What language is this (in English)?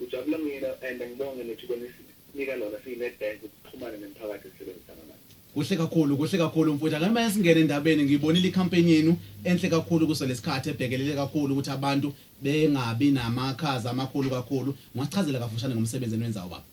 Zulu